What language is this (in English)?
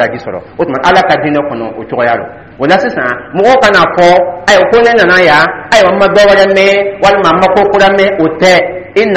Dyula